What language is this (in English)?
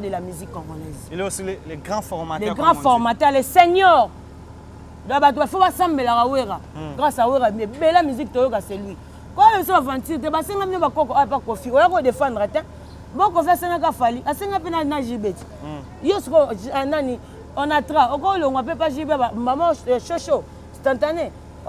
Lingala